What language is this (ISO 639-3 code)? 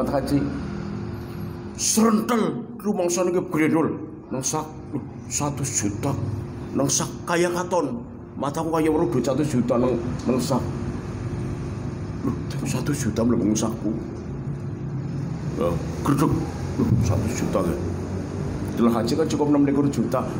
jav